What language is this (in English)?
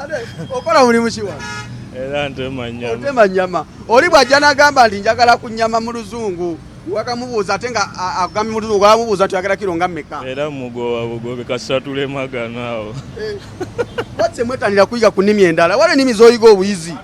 Ganda